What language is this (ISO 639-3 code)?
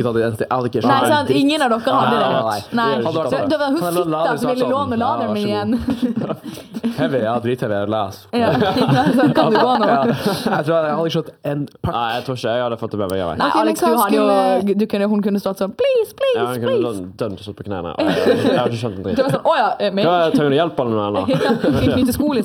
nor